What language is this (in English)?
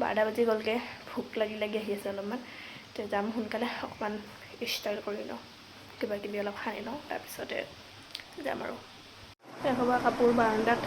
Assamese